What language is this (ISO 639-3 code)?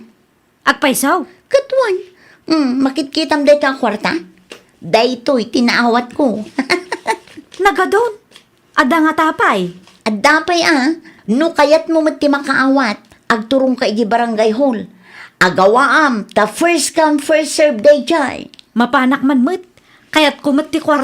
ilo